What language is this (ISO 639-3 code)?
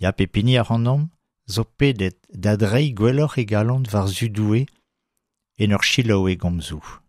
bre